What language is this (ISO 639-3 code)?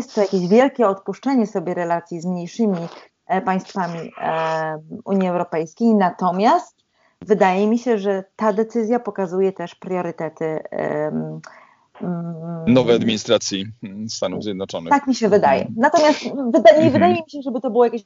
pol